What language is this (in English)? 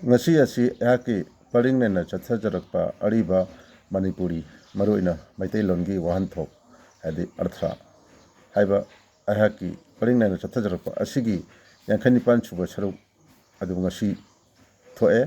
Manipuri